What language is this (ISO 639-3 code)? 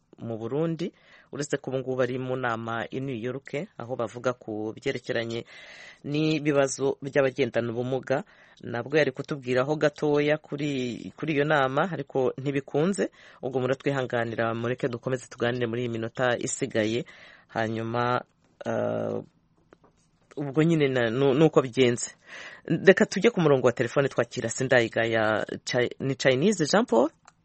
kin